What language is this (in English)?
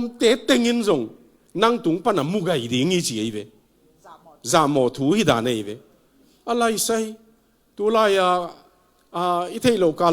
Tedim Chin